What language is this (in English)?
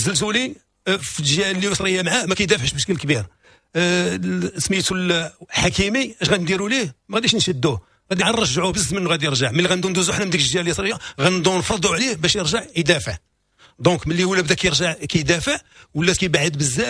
Moroccan Arabic